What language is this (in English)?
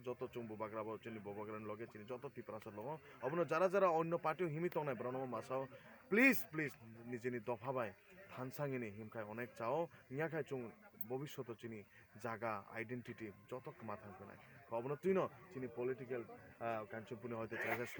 Kok Borok